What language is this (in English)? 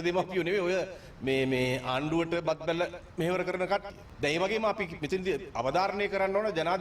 Sinhala